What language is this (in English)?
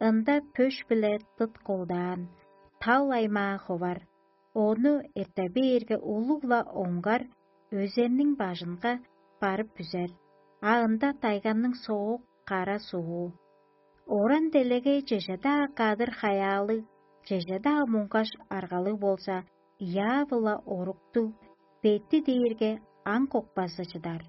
Tuvinian